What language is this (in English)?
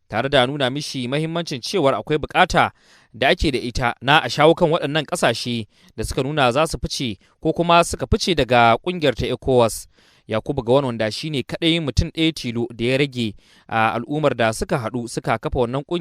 Hausa